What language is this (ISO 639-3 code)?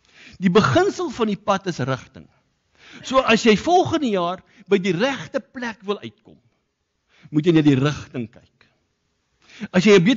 afr